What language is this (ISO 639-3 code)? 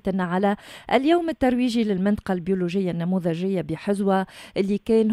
aeb